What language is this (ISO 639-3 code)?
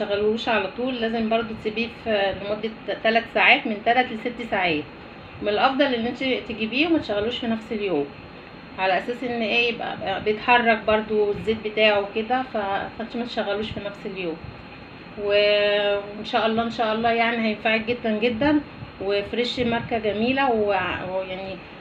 arz